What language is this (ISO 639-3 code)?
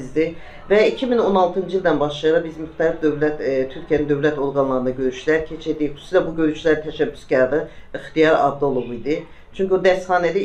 azb